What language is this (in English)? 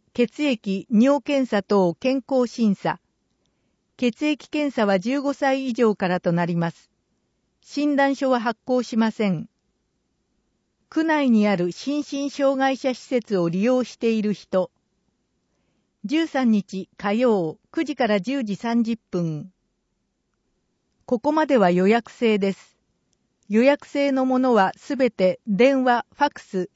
Japanese